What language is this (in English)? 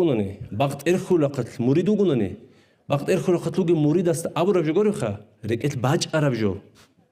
Avaric